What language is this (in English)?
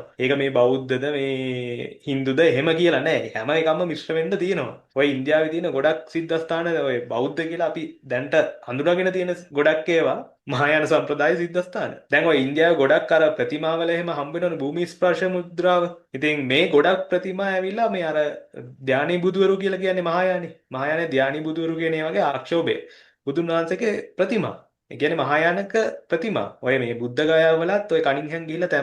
Sinhala